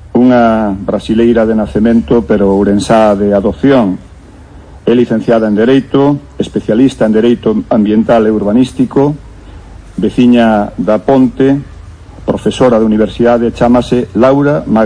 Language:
Galician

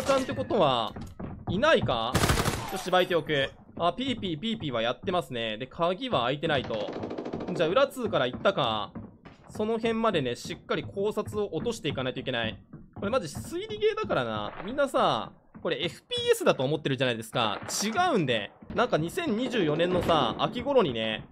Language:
Japanese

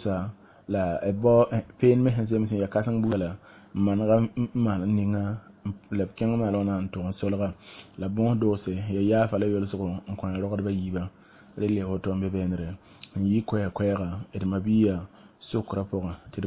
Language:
Mossi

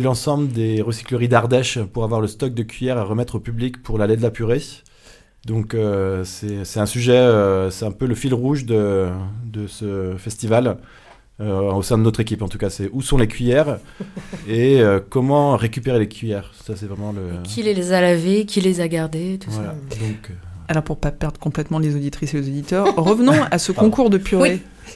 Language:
French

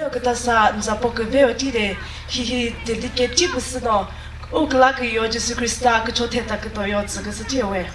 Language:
Chokri Naga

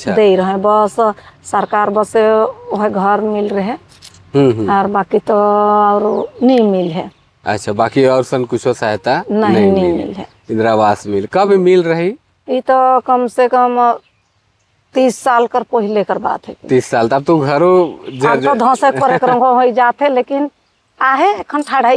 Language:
Sadri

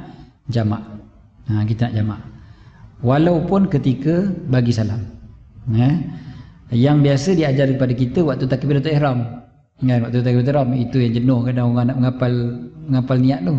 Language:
Malay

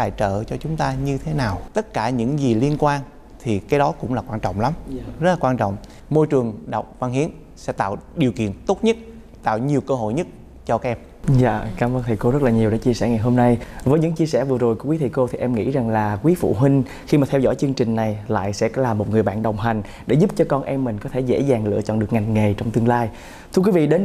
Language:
Vietnamese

